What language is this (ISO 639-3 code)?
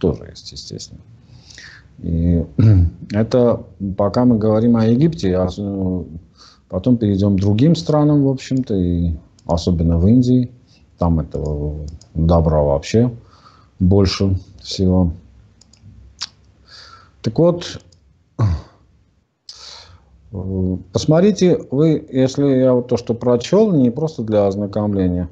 rus